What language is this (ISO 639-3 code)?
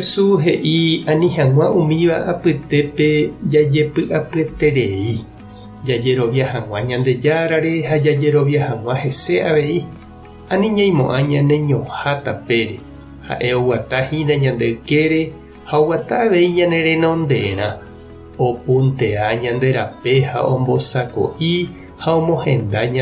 grn